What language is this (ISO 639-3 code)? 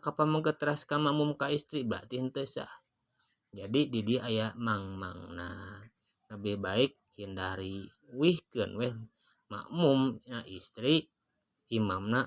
sun